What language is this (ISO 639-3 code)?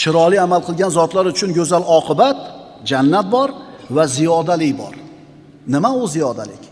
uzb